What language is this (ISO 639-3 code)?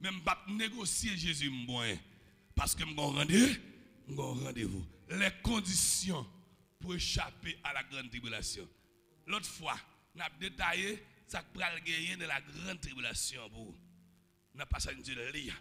hat